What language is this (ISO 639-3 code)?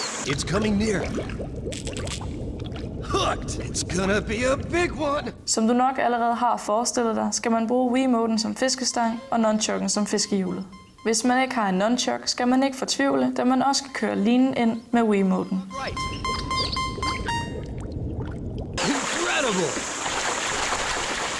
dan